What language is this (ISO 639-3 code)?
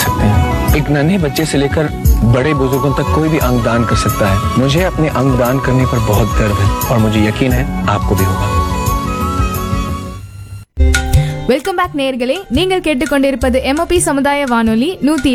tam